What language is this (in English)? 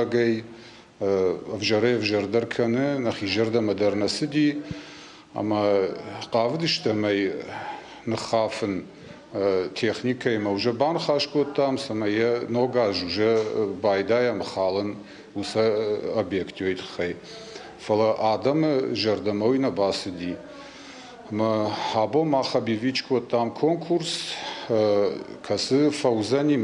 Ossetic